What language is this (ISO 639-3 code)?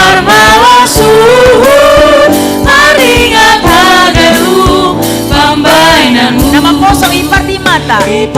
bts